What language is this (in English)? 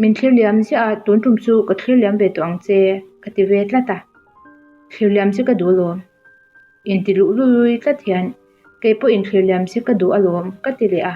Mizo